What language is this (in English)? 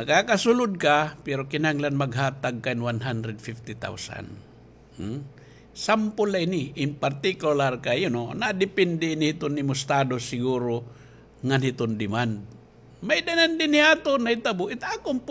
Waray